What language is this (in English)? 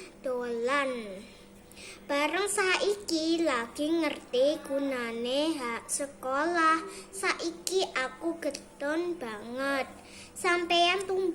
Javanese